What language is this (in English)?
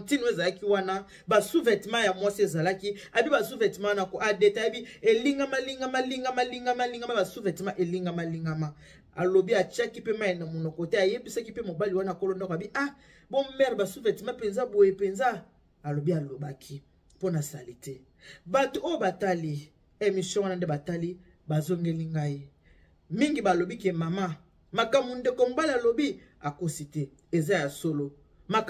Lingala